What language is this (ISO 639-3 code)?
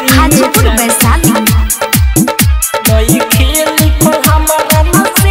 bho